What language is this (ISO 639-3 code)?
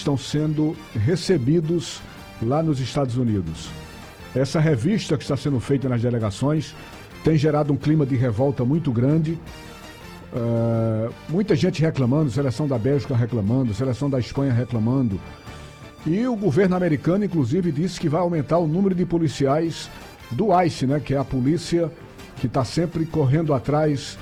por